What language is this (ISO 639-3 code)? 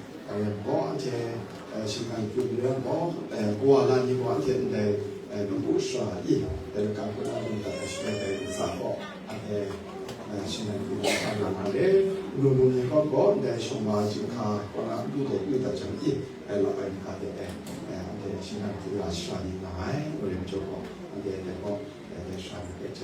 kac